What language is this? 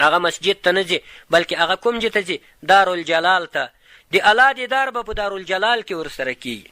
Pashto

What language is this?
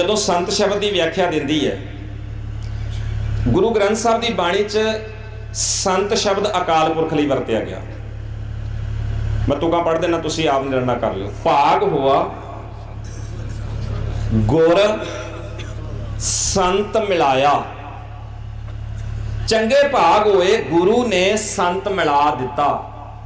Punjabi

